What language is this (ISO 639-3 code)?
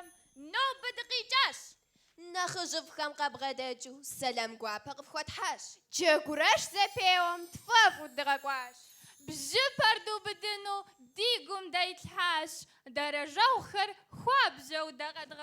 kbd